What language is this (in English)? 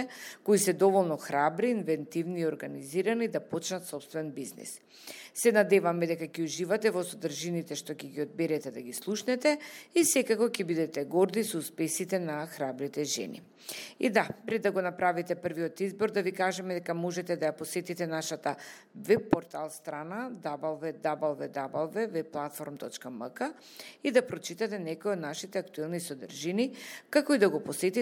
Macedonian